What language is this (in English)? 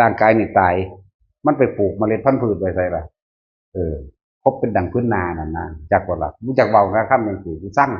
Northeastern Thai